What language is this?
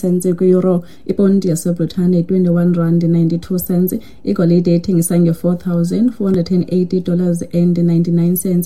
Xhosa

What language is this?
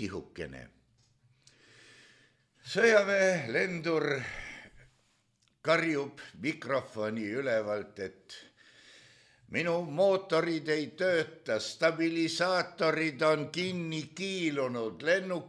Estonian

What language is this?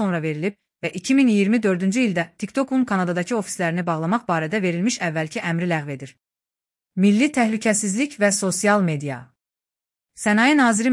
Azerbaijani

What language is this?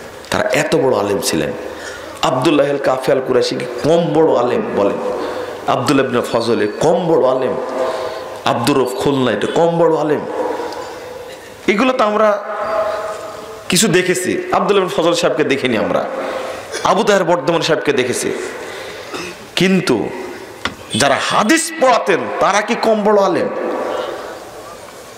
Bangla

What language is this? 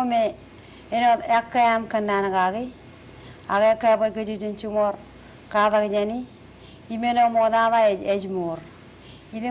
Marshallese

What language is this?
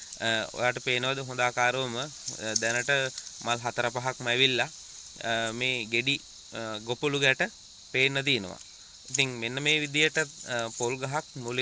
Sinhala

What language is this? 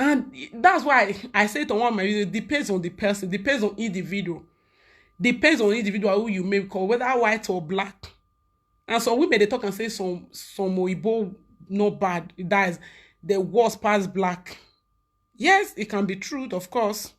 Nigerian Pidgin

